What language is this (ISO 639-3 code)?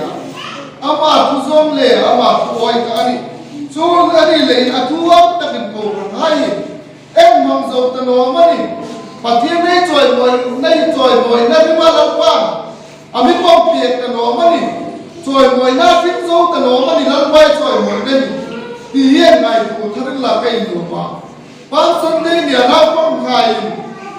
hmr